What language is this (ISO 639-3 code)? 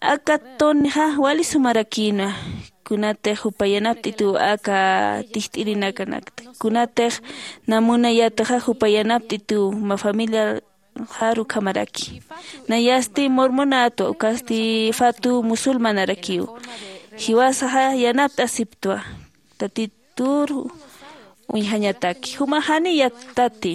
aym